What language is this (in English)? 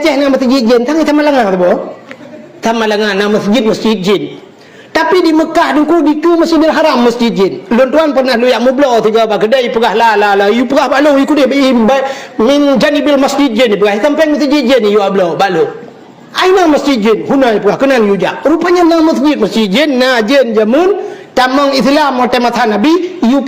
Achinese